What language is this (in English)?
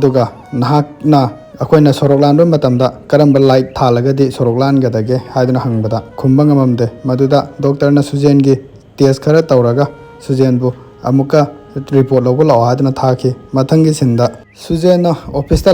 Manipuri